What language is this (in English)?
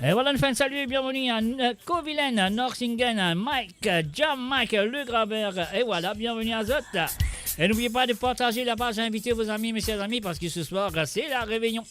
Morisyen